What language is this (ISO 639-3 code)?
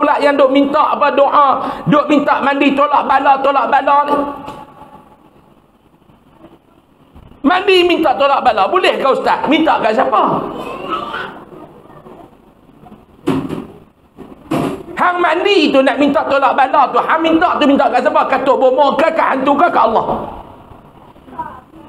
msa